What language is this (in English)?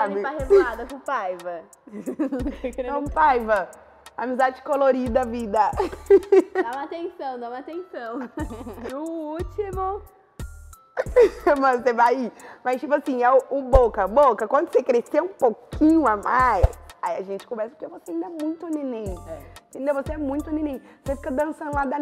Portuguese